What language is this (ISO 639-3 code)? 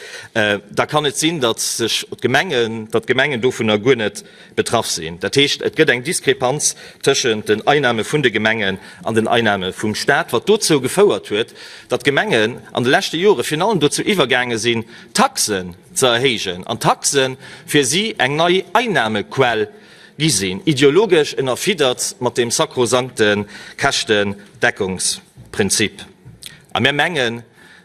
ltz